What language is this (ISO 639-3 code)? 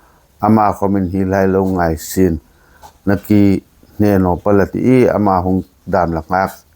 hmr